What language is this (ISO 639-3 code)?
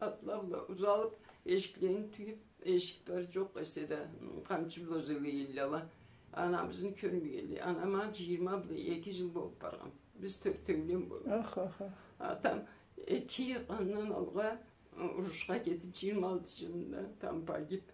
krc